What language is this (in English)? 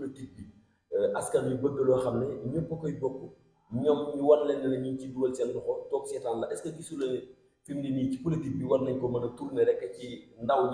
Wolof